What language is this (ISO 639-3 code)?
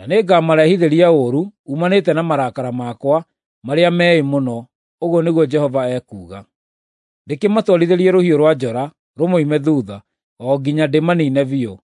kik